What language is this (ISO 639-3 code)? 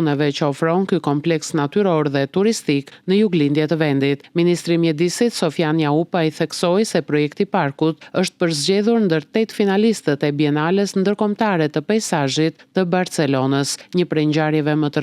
sqi